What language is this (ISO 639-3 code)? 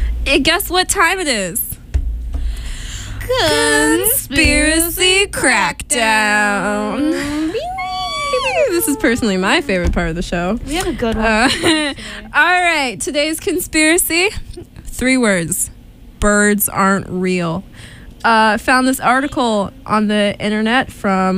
eng